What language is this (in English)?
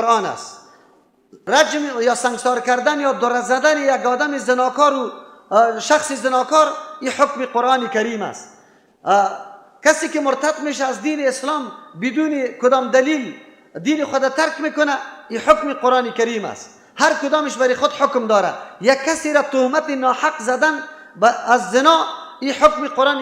Persian